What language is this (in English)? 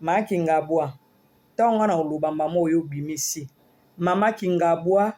Lingala